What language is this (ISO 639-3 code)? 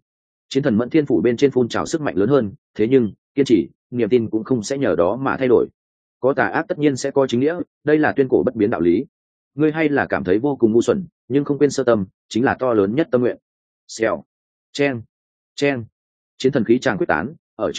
vie